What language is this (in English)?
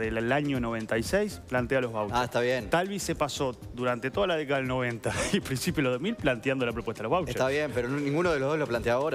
Spanish